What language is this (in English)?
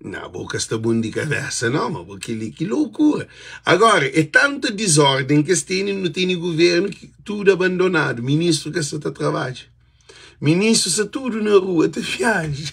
Kabuverdianu